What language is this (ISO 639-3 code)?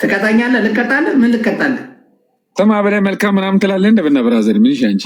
amh